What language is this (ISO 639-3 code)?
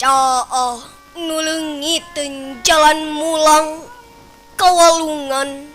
sun